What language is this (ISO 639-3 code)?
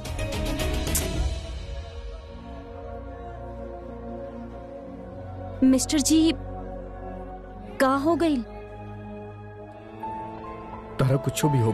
bho